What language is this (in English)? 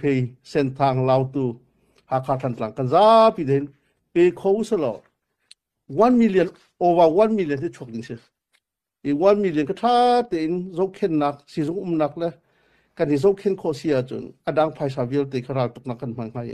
Hakha Chin